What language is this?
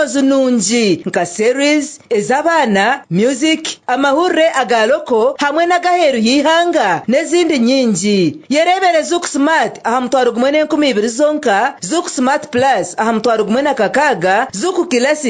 Nyankole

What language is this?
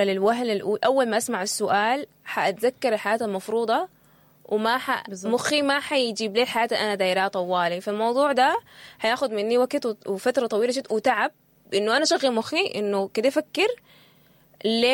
Sudanese Arabic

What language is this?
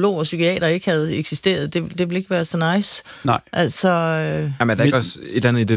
Danish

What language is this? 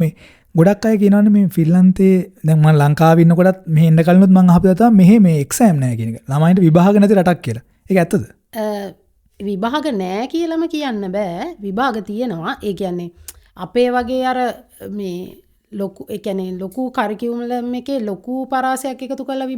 Sinhala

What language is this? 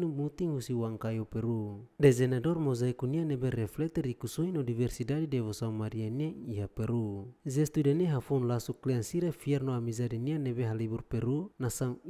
Tetum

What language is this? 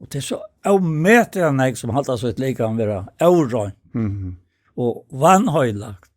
Faroese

